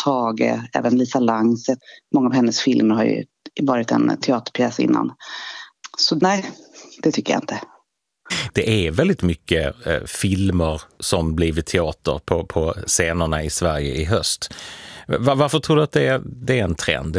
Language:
Swedish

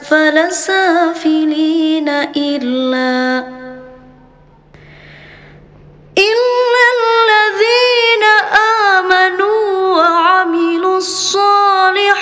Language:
Arabic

